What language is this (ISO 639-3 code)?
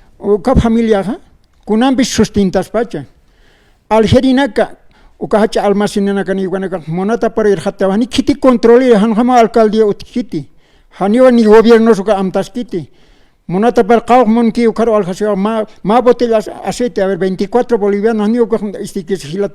aym